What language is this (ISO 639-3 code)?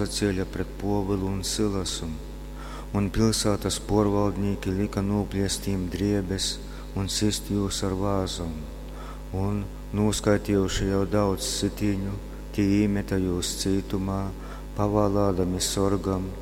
ltg